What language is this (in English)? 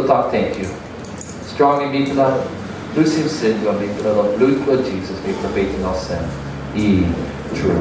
Tok Pisin